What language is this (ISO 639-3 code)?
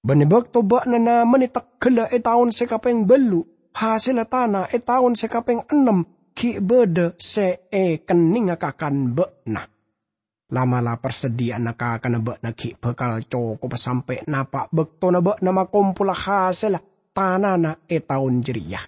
mad